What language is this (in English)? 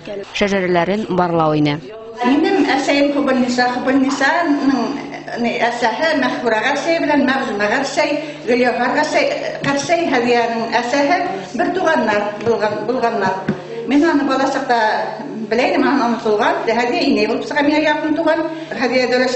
Bashkir